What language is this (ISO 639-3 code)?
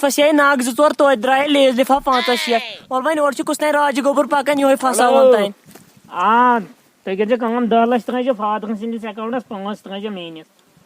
kas